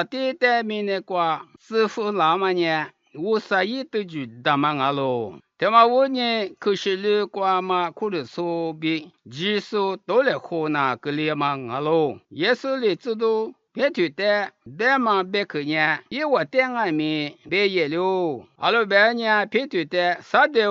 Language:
Lisu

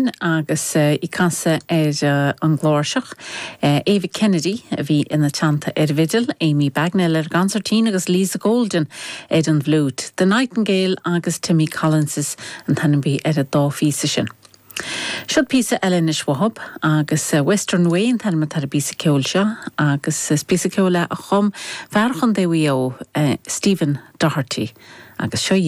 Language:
Irish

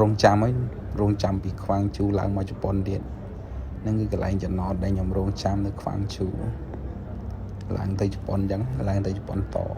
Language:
Khmer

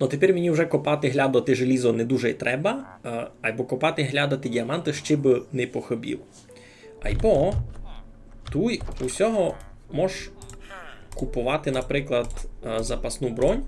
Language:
Rusyn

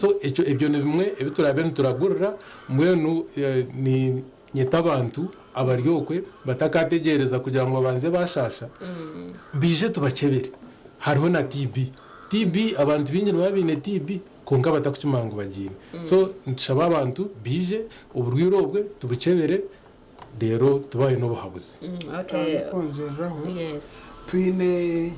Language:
Nyankole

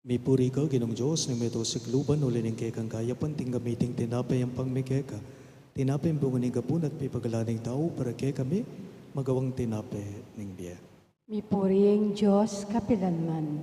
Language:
Pampanga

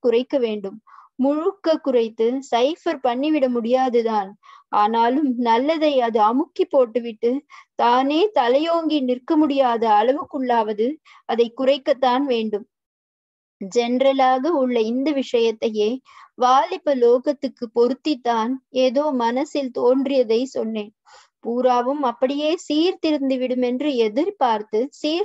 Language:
Tamil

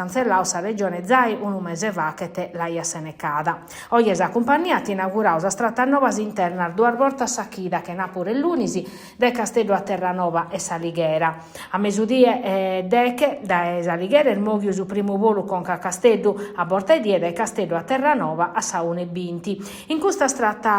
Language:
Sardinian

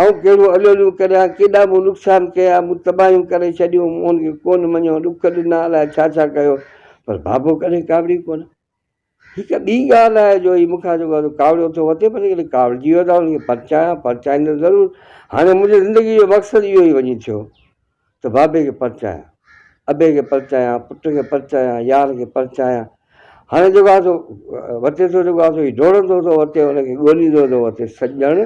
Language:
Sindhi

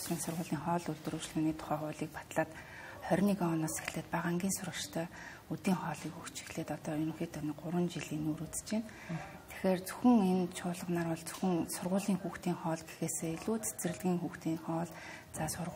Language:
Mongolian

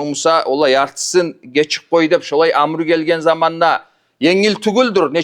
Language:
Kumyk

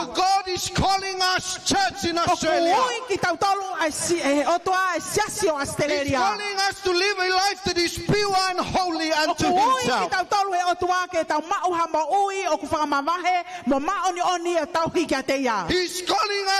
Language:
Tongan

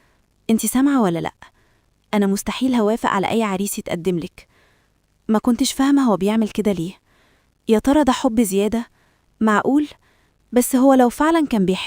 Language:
Egyptian Arabic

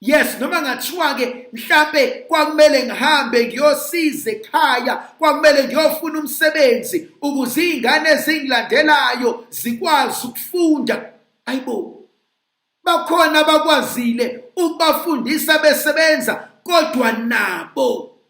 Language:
Zulu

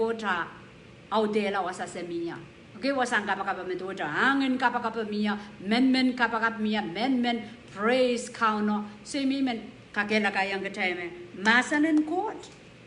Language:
Pohnpeian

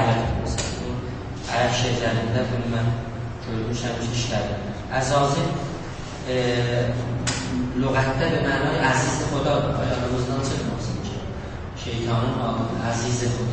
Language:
South Azerbaijani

